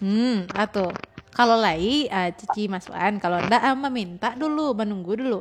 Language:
Minangkabau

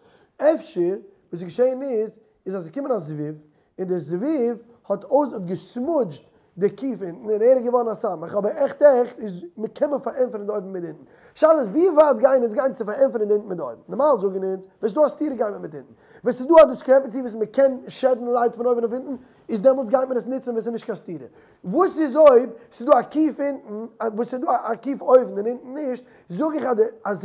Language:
Yiddish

